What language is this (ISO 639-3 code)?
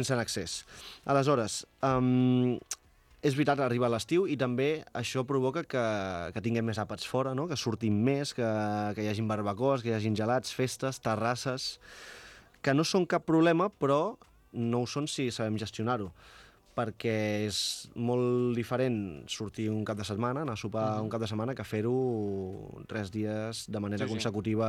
cat